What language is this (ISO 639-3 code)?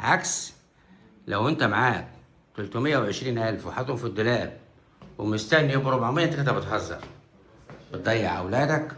arz